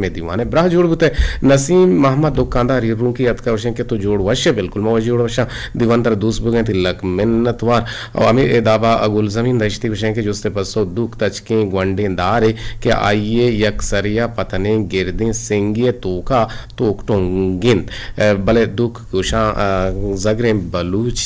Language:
Eastern Balochi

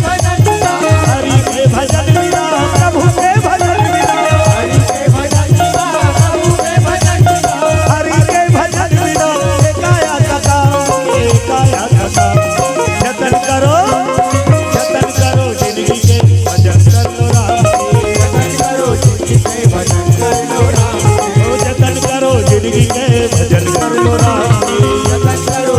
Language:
Chhattisgarhi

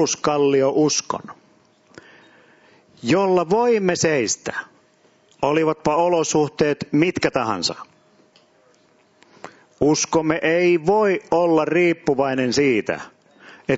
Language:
Finnish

